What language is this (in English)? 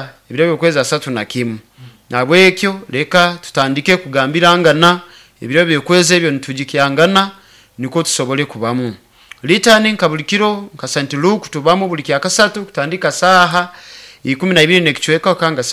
Nyoro